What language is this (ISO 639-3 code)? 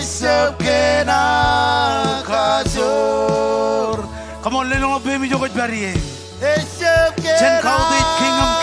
mah